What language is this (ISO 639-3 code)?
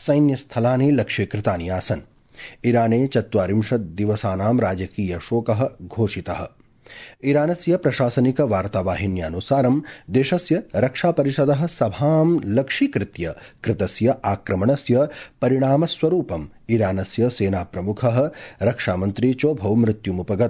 san